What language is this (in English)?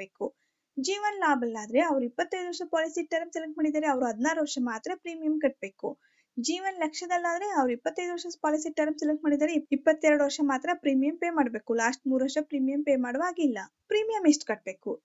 Kannada